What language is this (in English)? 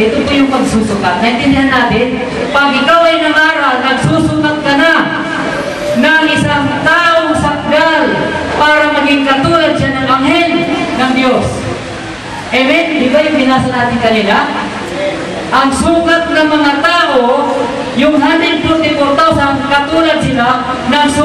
Filipino